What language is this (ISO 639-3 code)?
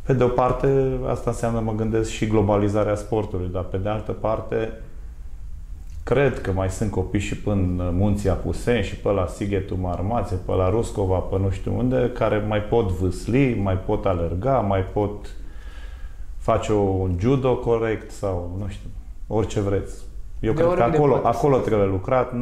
ron